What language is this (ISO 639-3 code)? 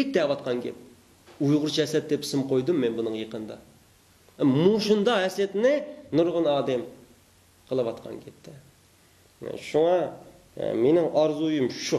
uig